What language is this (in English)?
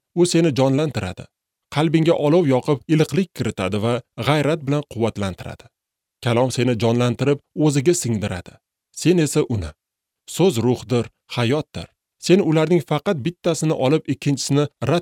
Uzbek